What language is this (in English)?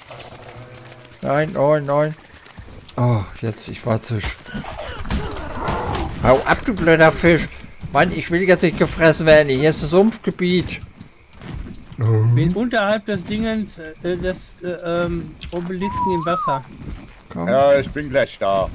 German